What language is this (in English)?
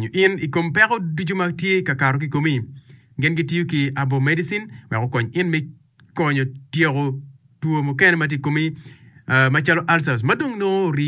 Acoli